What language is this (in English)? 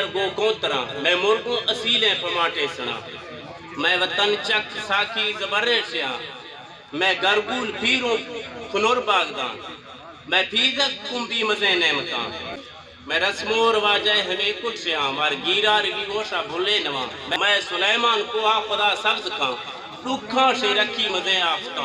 Eastern Balochi